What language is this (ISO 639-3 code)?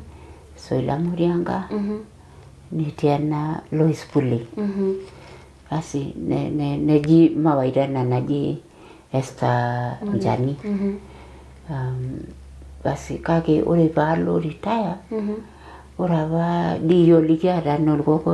mas